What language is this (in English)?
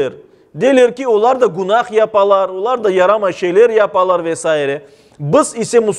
Crimean Tatar